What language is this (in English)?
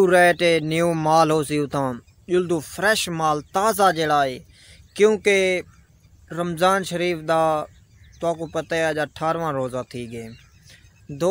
Saraiki